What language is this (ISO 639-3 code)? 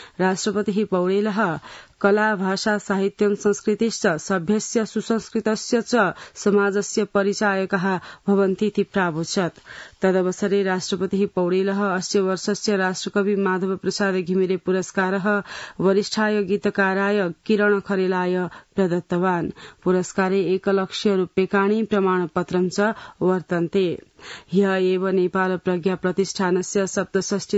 san